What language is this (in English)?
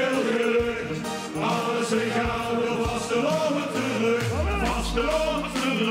Limburgish